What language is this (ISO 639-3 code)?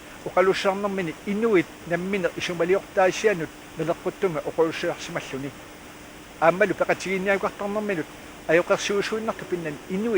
kal